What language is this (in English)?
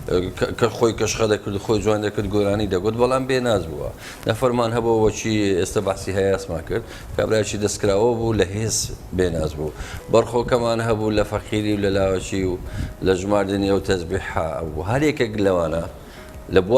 Central Kurdish